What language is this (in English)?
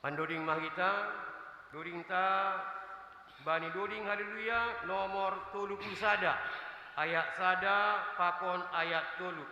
Batak Simalungun